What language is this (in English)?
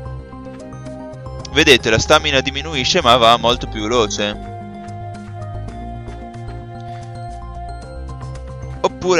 Italian